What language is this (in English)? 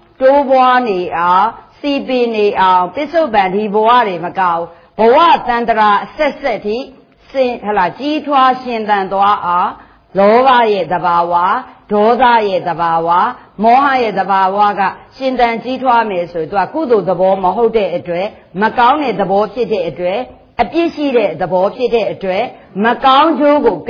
Burmese